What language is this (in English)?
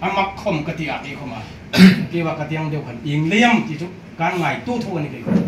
Hmar